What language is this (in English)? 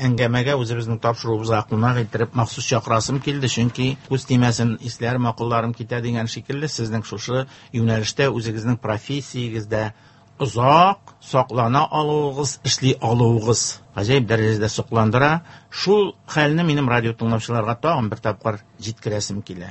Tatar